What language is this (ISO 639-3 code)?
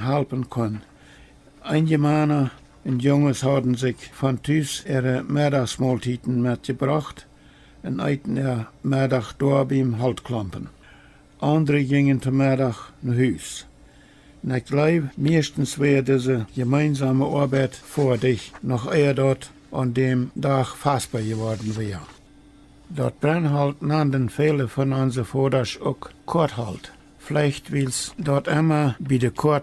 pdt